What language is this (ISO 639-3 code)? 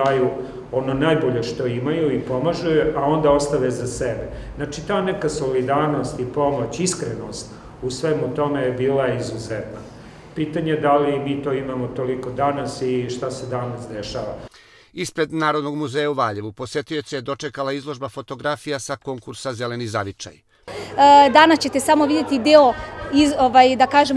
srp